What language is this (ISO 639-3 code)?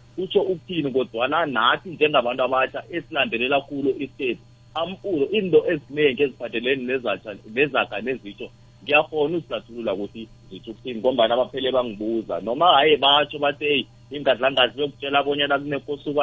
nbl